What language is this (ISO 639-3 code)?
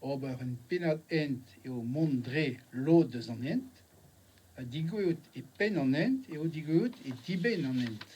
bre